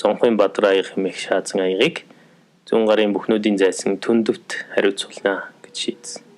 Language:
Mongolian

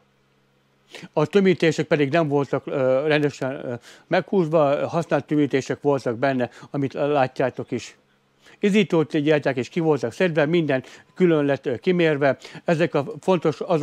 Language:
Hungarian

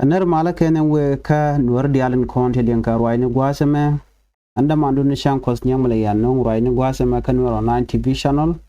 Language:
Nuer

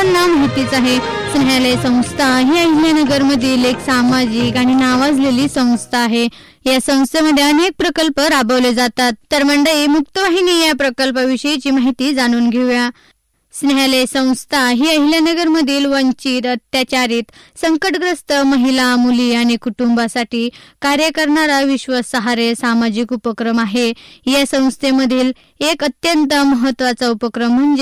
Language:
Marathi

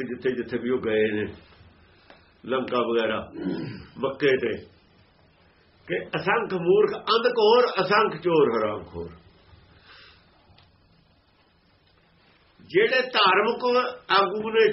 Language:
Punjabi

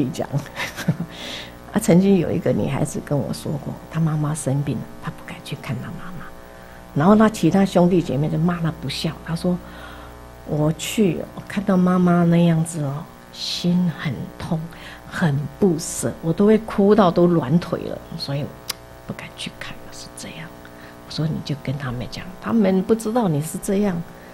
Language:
Chinese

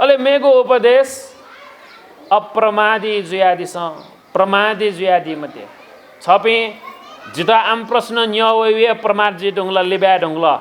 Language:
Newari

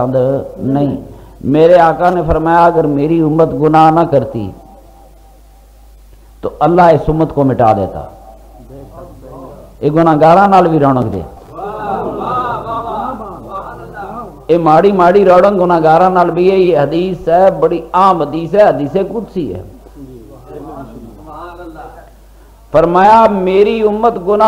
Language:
Urdu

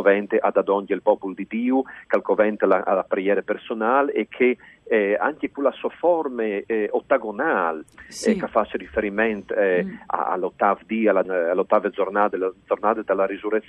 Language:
Friulian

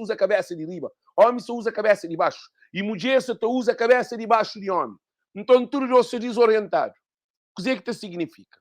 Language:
Kabuverdianu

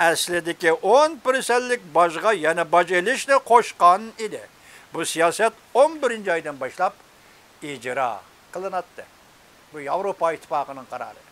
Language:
Uyghur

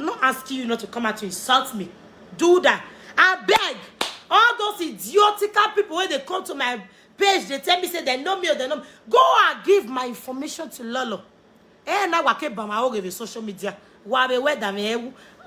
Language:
Nigerian Pidgin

